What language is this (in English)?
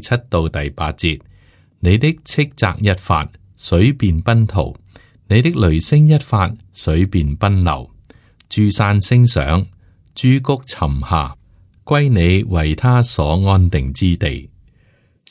Cantonese